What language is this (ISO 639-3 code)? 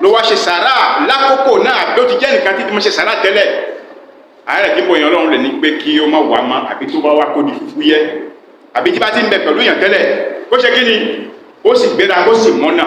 yor